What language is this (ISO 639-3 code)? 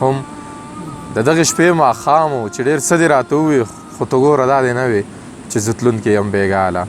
pus